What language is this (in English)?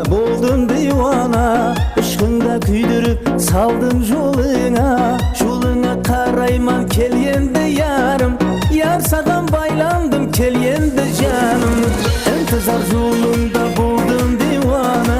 Kara-Kalpak